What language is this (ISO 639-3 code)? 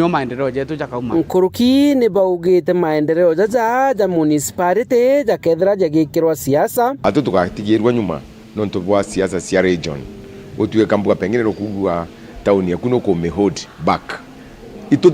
mer